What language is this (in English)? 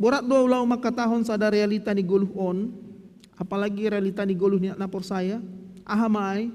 Batak Simalungun